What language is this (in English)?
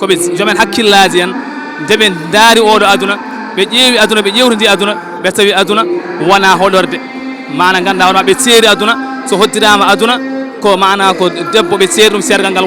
Fula